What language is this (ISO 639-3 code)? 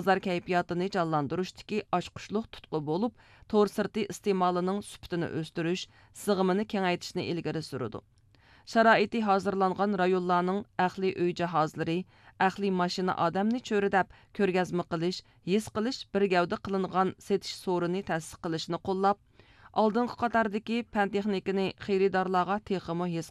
uig